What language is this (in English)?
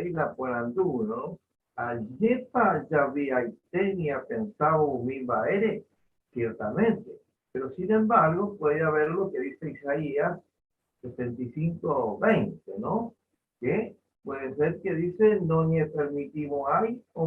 Guarani